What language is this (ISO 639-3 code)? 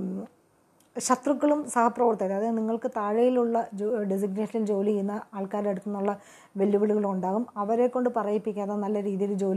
mal